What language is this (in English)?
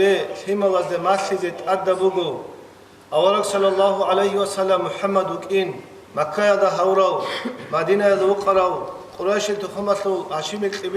Avaric